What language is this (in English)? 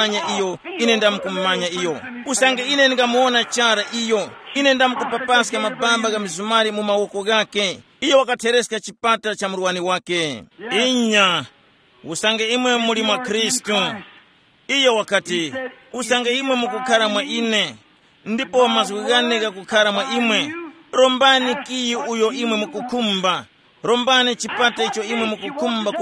Tumbuka